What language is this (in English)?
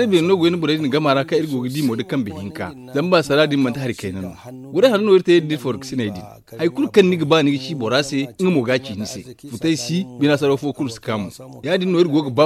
Zarma